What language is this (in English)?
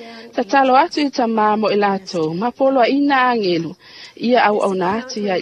Samoan